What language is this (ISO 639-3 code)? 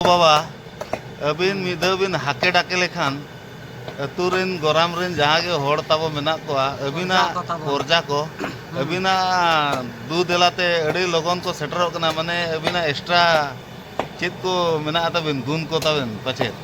sat